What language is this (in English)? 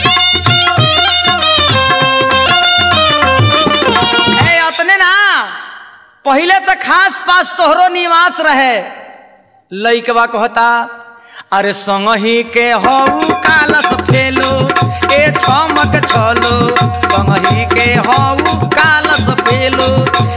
Bhojpuri